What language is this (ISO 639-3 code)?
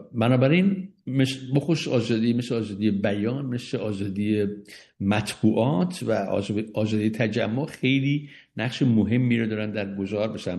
fas